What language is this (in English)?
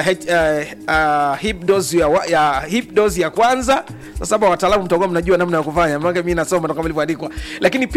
Swahili